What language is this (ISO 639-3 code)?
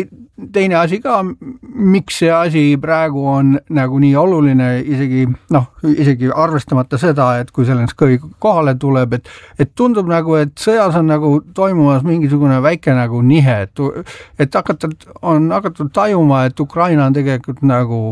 est